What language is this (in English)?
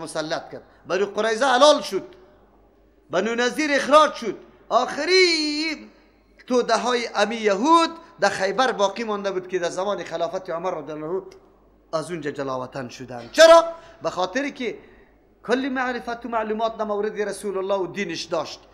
Persian